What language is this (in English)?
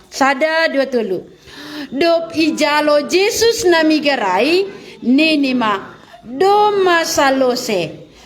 Batak Simalungun